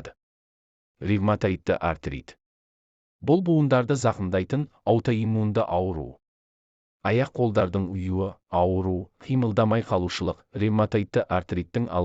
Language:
Kazakh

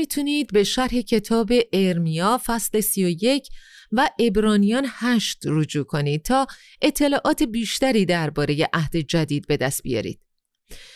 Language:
Persian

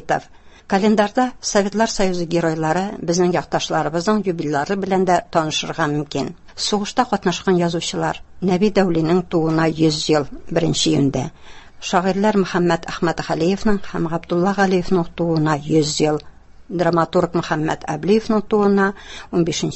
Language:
Tatar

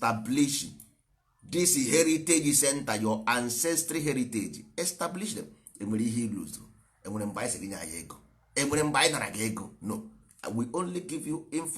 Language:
Igbo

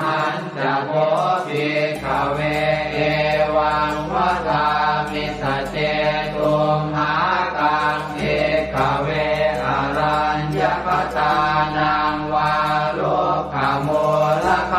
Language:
Pali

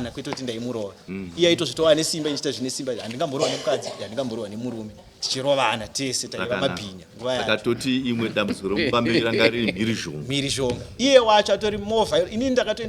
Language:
Shona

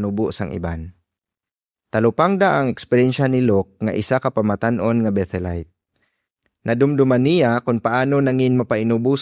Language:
Hiligaynon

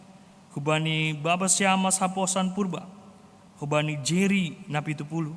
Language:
Batak Simalungun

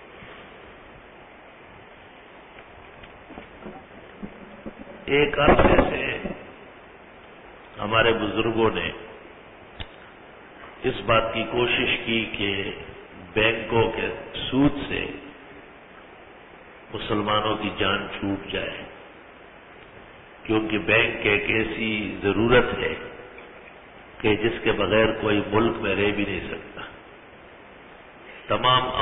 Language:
Urdu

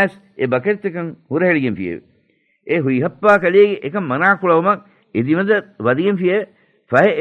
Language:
Divehi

